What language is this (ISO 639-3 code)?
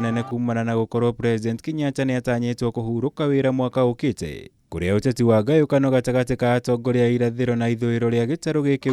kik